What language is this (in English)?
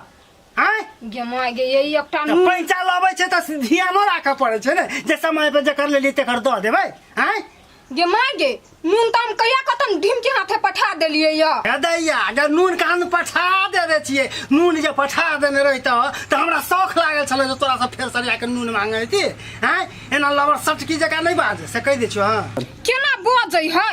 Maithili